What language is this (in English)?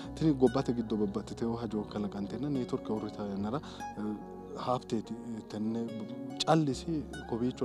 Sidamo